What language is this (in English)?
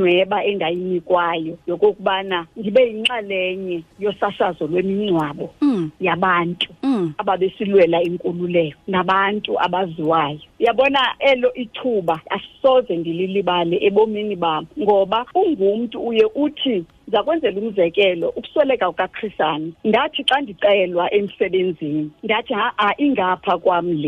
Xhosa